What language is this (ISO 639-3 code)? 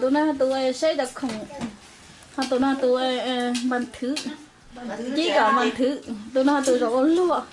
hmn